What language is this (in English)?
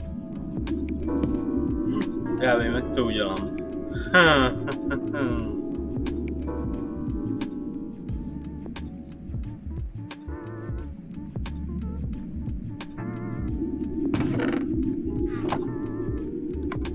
Czech